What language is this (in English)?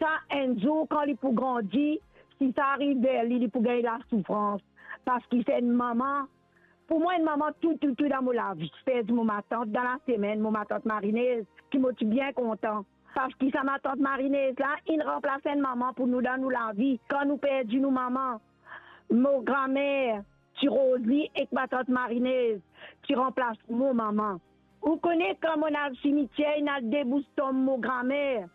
Morisyen